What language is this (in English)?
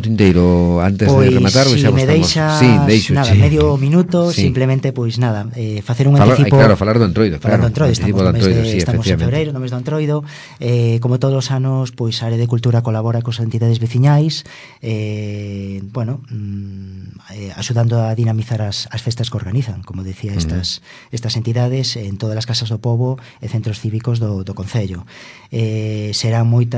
Galician